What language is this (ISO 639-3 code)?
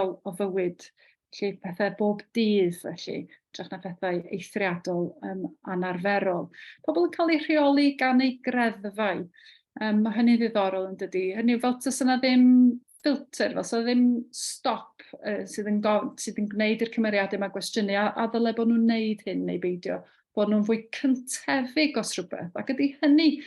cym